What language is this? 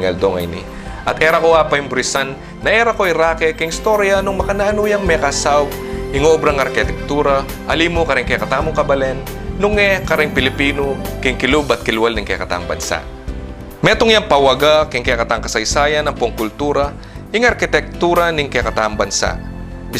Pampanga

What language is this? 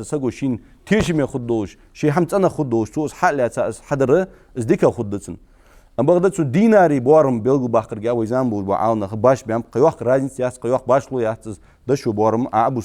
Ingush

